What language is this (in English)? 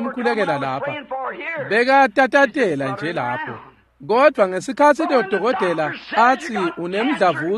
Swati